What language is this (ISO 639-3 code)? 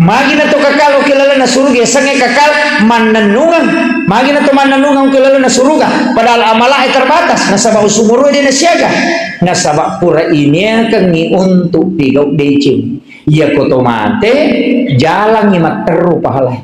bug